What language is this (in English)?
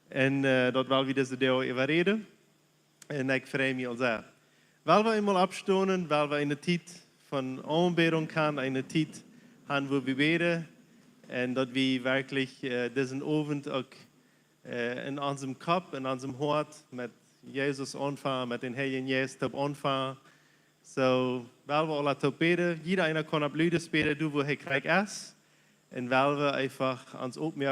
Plautdietsch